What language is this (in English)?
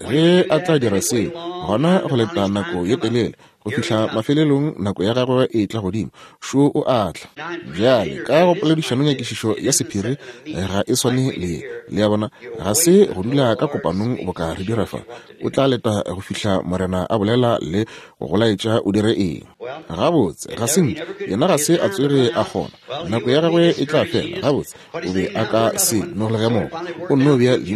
Northern Sotho